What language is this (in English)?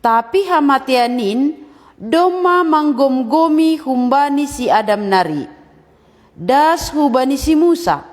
Batak Simalungun